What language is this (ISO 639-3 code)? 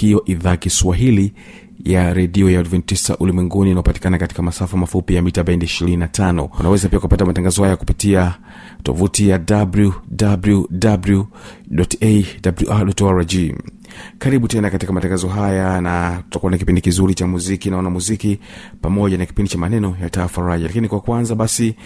swa